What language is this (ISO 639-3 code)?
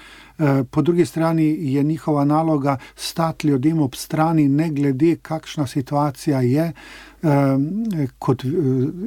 slv